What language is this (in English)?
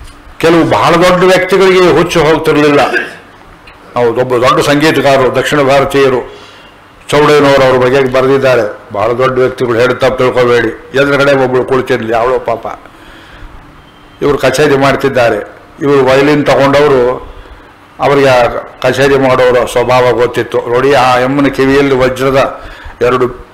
Kannada